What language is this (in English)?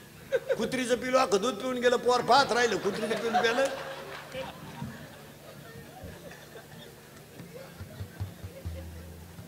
Marathi